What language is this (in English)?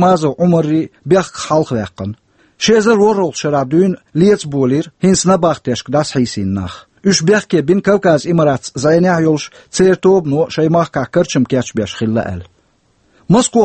Chechen